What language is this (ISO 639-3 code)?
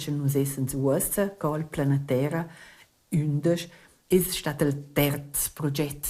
roh